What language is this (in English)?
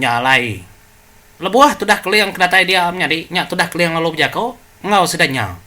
Iban